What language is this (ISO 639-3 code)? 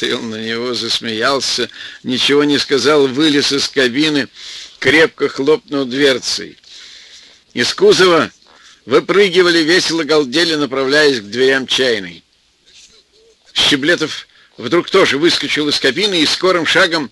rus